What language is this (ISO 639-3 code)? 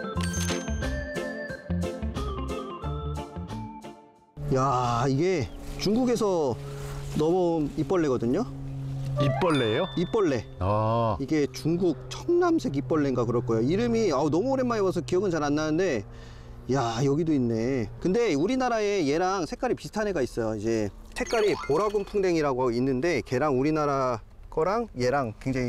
kor